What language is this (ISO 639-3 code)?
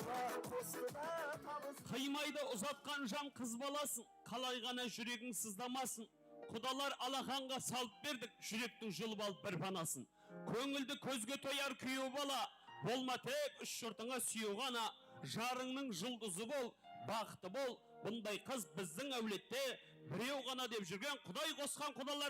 kaa